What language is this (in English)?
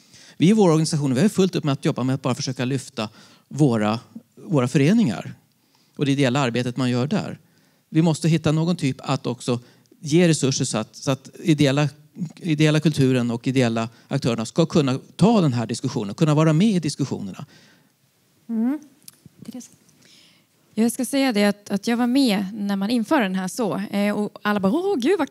Swedish